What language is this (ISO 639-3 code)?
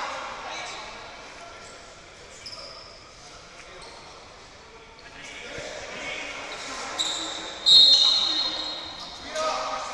ell